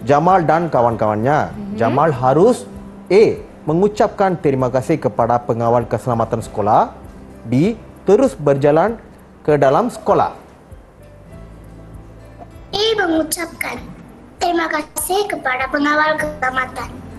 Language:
Malay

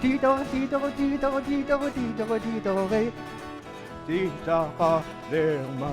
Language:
Inuktitut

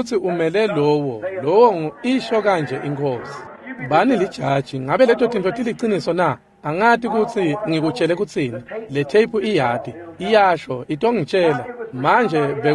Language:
Swati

